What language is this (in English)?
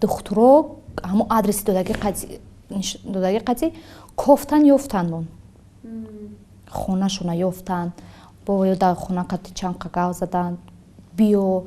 Tajik